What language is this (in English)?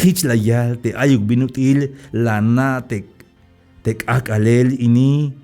Tzeltal